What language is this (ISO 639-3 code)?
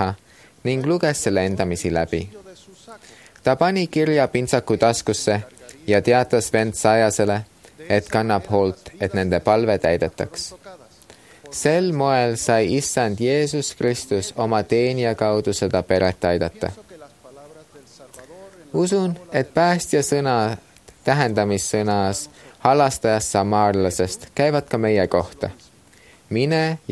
est